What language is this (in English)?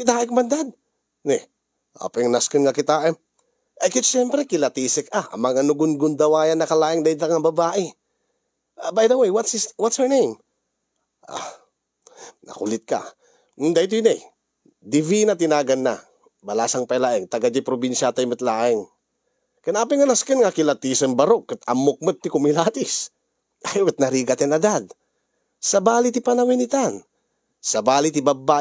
Iloko